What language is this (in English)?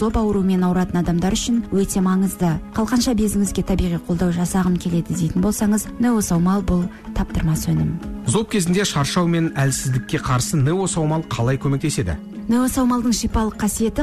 Kazakh